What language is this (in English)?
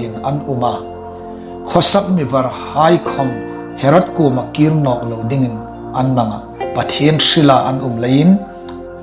Hmar